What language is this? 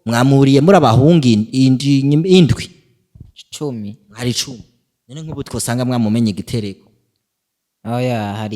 Rundi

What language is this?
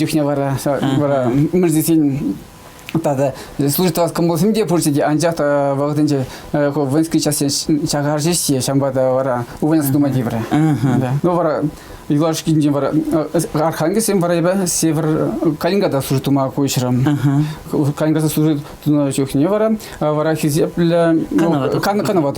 Chuvash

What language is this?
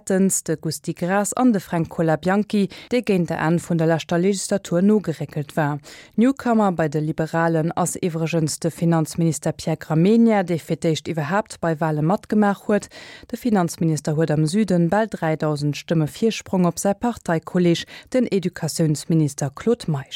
Luxembourgish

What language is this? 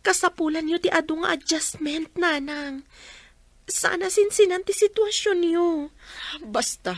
Iloko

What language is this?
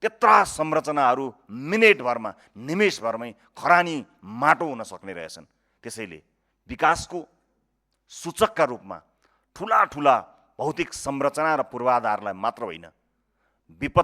Nepali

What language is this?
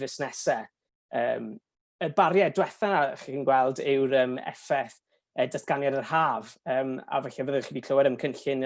Welsh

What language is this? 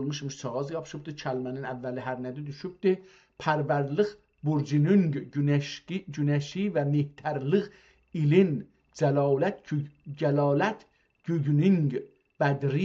South Azerbaijani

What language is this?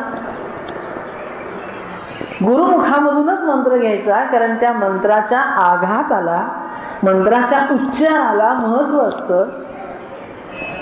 Marathi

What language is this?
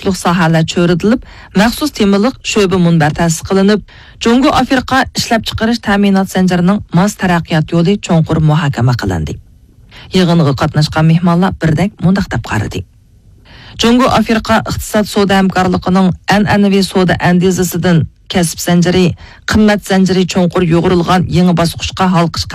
Uyghur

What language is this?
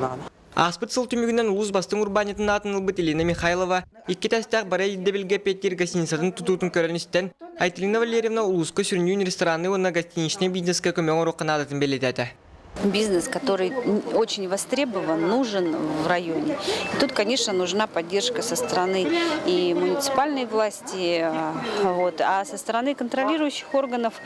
Yakut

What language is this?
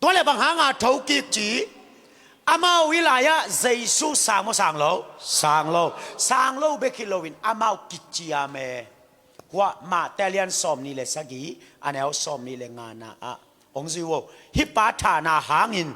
Tedim Chin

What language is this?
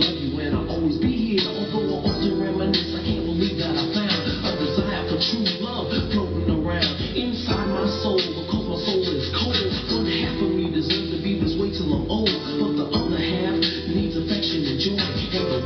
English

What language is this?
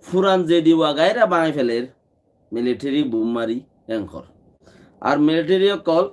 Rohingya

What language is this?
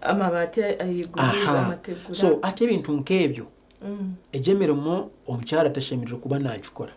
Nyankole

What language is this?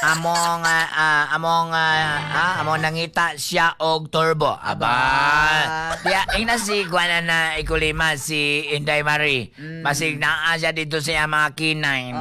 Cebuano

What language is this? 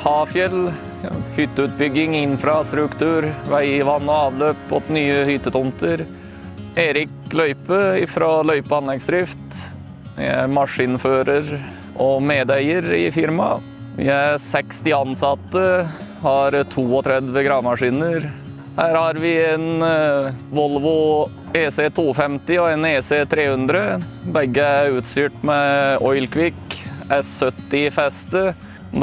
Norwegian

